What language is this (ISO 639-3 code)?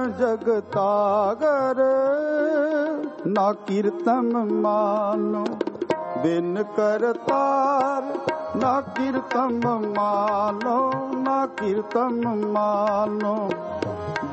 hin